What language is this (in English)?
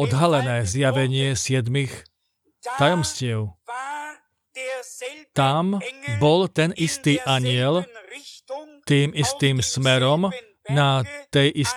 Slovak